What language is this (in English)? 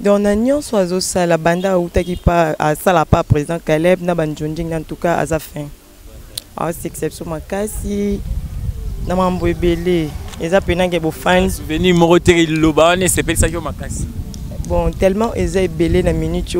Lingala